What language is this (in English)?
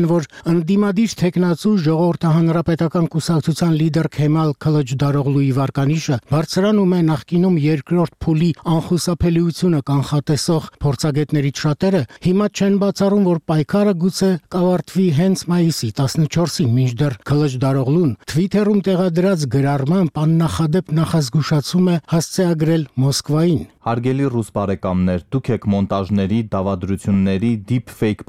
Armenian